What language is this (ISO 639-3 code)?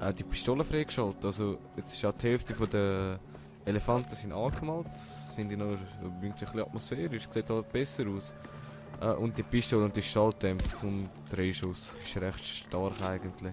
gsw